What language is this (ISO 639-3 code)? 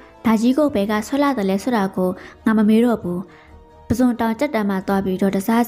mya